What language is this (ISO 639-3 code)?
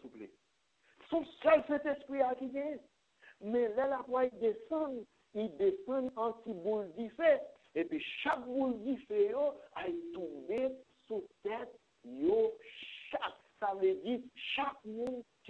fra